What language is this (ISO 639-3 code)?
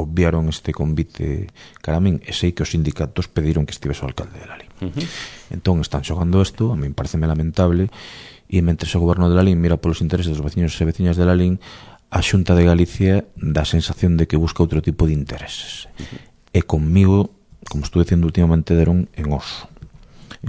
glg